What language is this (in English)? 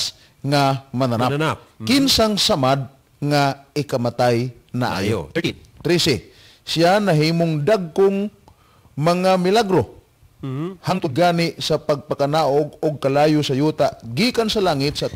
Cebuano